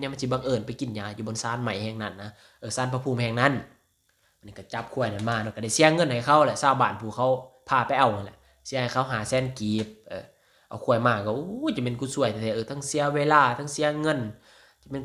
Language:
Lao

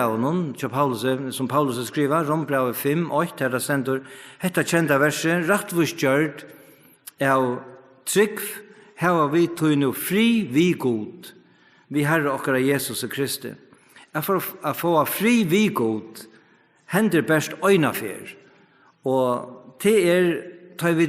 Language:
Faroese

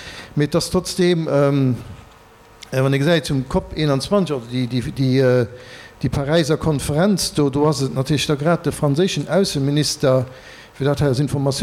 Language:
Luxembourgish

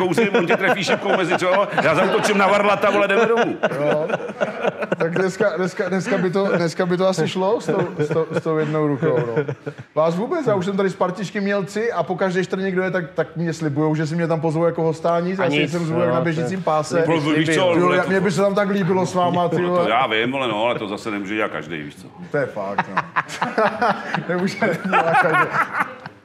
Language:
Czech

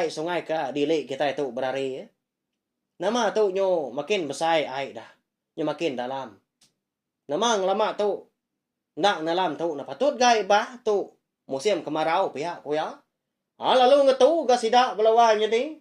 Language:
Iban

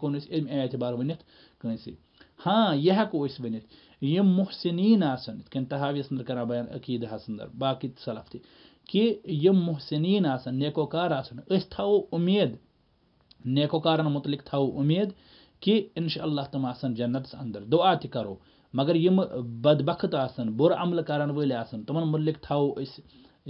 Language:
Kashmiri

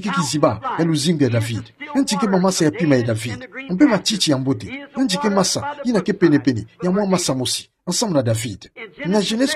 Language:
Kituba (Democratic Republic of Congo)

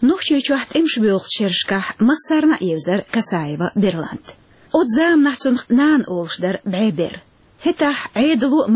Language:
Chechen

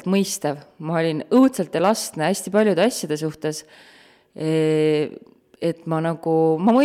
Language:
Estonian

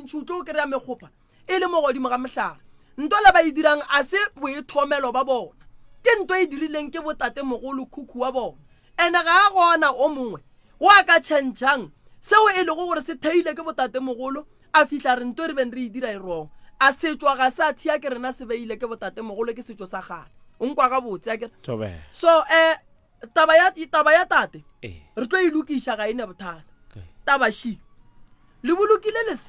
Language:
Northern Sotho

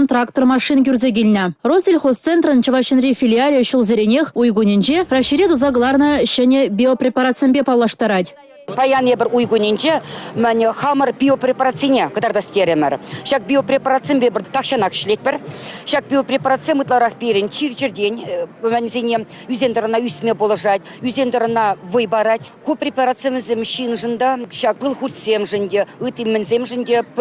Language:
Chuvash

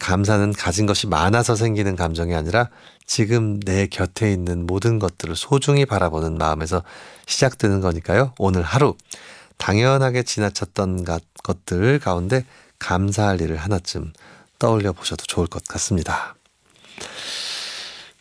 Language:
Korean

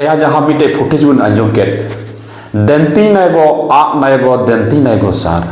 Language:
Santali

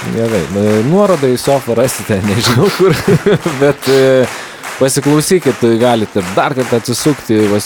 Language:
Lithuanian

